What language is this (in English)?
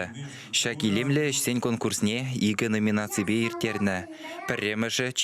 Chuvash